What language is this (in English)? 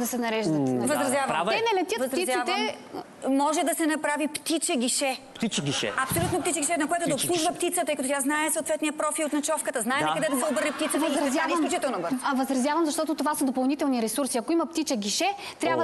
Bulgarian